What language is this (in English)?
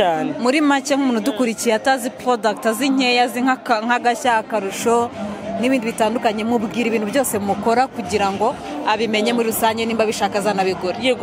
Kinyarwanda